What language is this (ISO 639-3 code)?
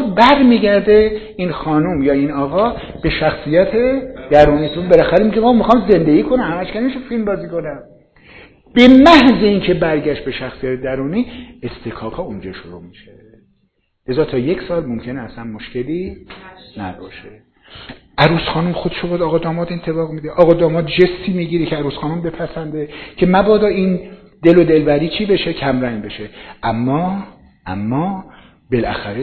fas